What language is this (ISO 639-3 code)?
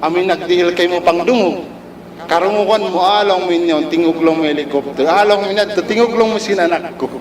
tsg